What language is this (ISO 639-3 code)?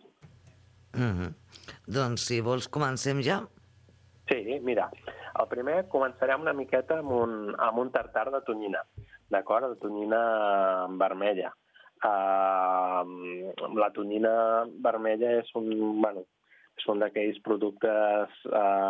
cat